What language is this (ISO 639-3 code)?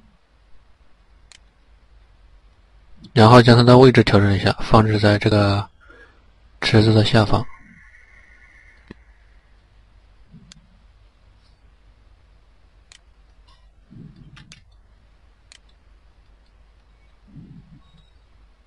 zho